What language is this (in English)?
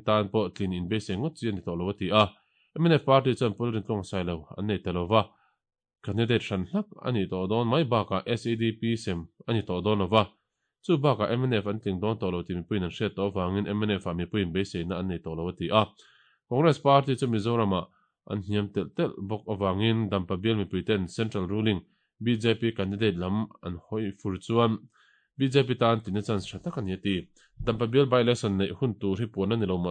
Mizo